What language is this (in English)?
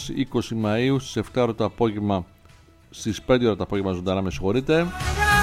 Greek